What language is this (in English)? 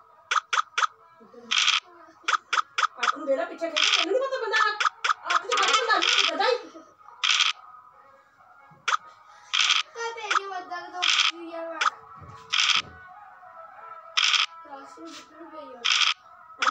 Punjabi